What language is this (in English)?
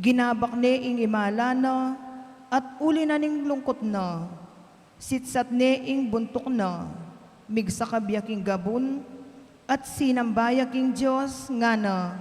Pampanga